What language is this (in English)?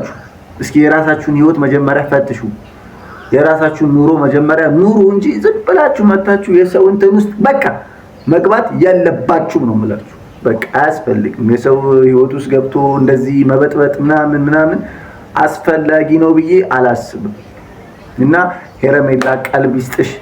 Amharic